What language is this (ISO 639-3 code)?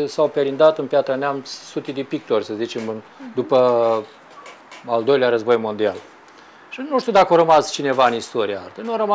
ron